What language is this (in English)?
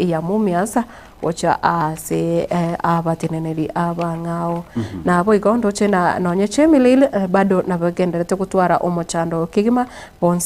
Gusii